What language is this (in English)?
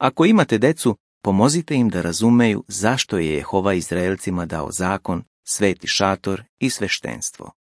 Serbian